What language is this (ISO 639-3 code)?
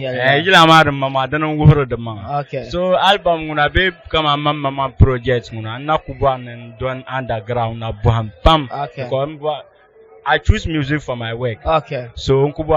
dag